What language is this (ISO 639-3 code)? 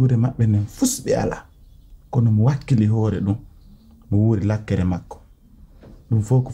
fuf